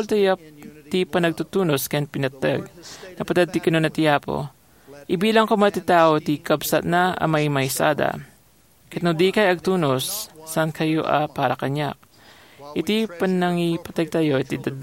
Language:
Iloko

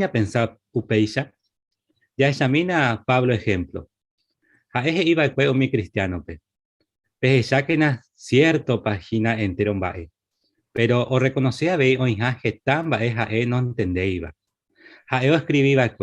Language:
Guarani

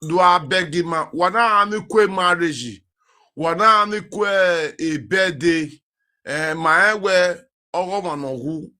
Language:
Nigerian Pidgin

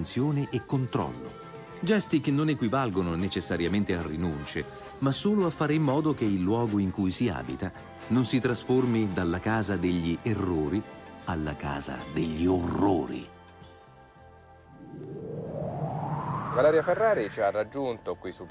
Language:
Italian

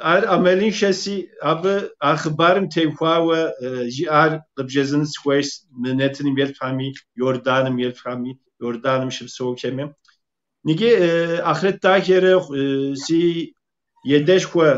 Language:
Kabardian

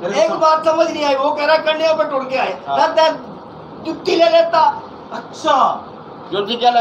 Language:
Saraiki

